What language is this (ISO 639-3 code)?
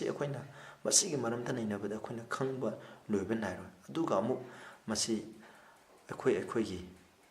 mni